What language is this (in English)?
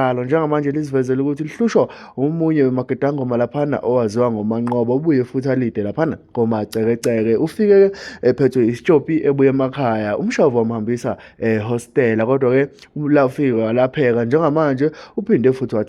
Zulu